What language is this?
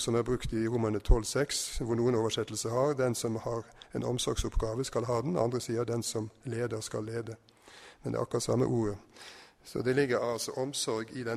Norwegian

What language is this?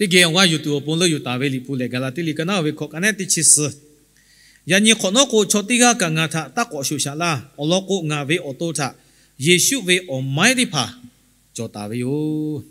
Lahu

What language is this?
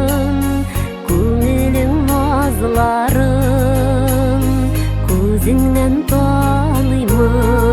Bashkir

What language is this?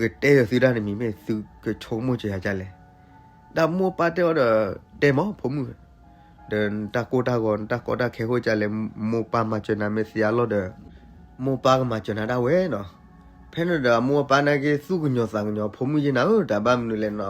S'gaw Karen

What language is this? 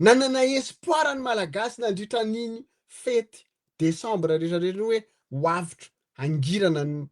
Malagasy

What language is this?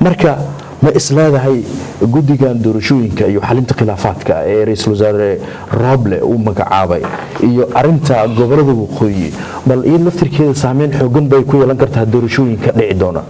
Somali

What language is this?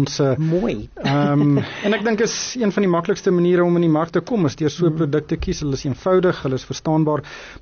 Afrikaans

